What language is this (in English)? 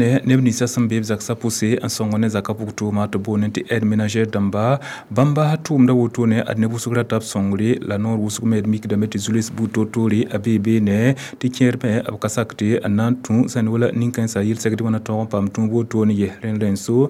Mossi